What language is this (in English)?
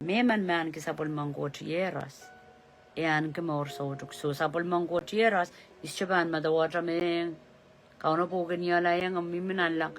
Pohnpeian